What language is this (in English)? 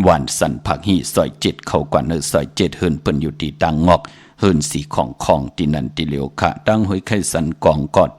Shan